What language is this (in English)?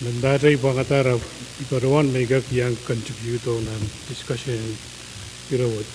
Pohnpeian